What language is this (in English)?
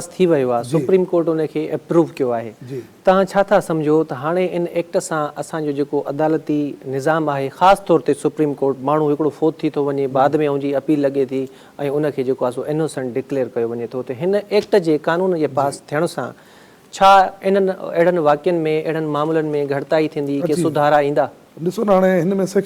Sindhi